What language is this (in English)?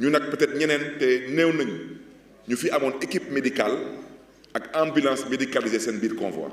Wolof